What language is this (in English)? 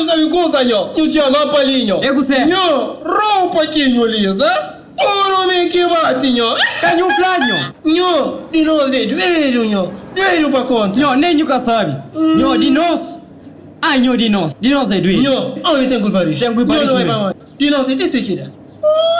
Kabuverdianu